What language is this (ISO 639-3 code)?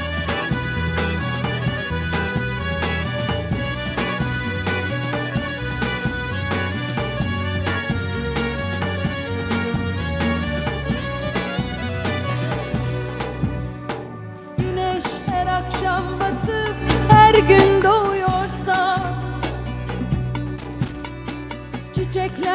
tur